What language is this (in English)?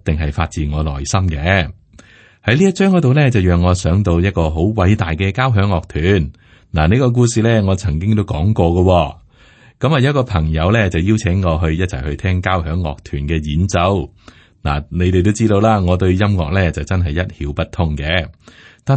Cantonese